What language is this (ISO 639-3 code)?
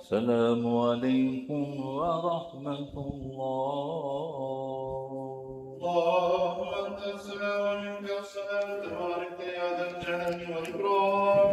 rmn